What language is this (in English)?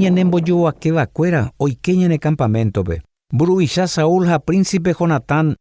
Guarani